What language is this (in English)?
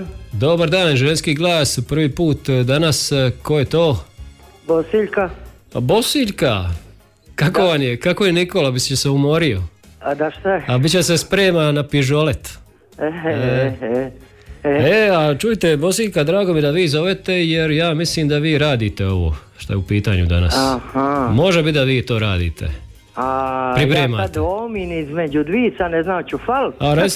Croatian